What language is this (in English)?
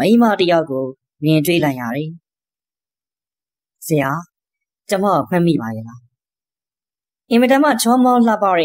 Burmese